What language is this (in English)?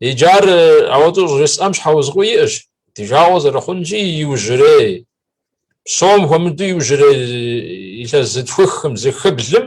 Kabardian